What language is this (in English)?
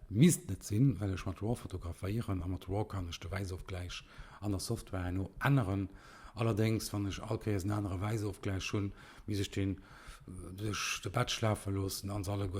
Luxembourgish